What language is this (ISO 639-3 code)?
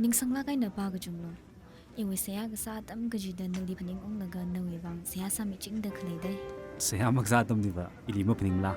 nmf